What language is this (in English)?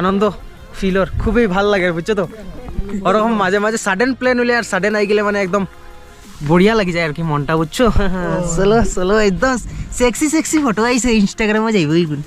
Sylheti